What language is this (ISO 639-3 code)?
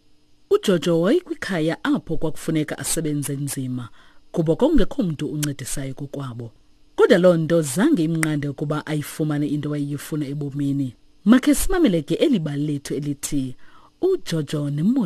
xho